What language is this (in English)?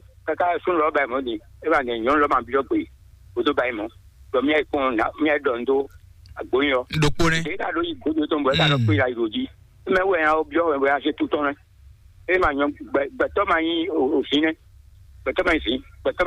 Fon